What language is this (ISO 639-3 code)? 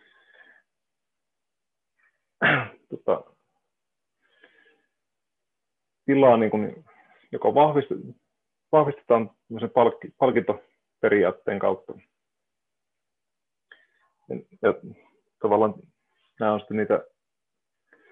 fin